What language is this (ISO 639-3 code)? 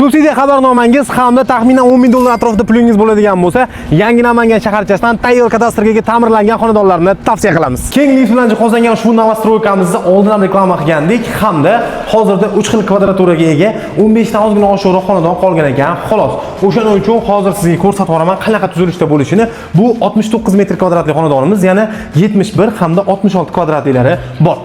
uzb